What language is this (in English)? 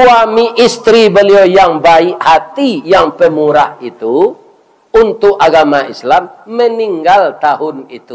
Minangkabau